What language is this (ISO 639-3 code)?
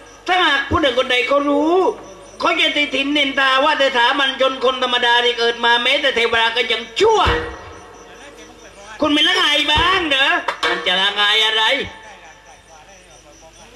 tha